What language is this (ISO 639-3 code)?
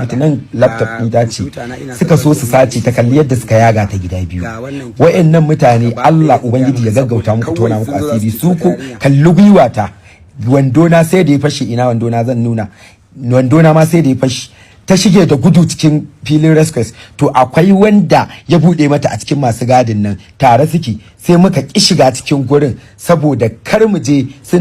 hau